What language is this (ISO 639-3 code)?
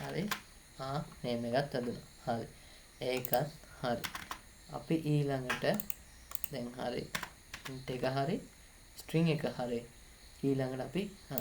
sin